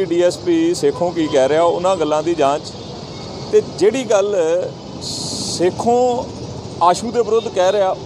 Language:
Punjabi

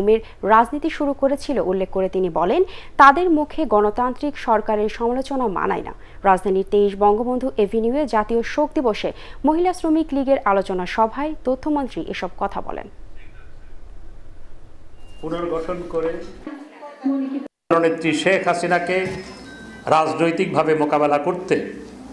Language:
Bangla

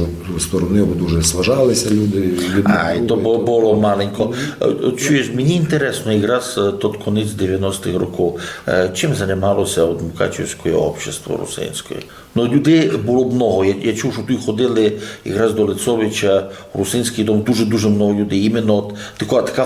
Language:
Rusyn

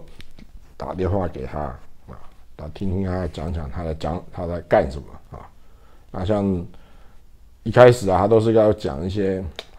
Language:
Chinese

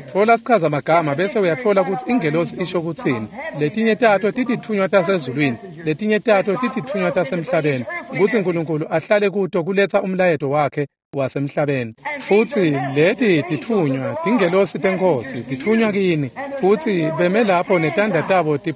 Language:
Swati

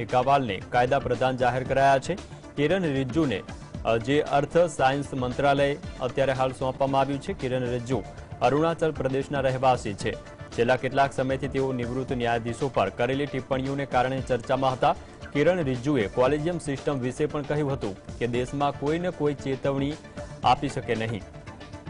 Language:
Gujarati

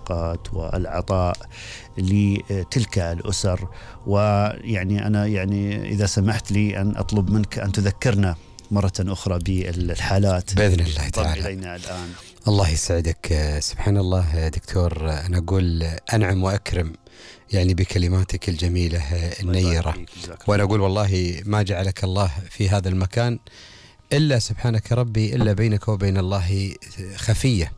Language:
Gulf Arabic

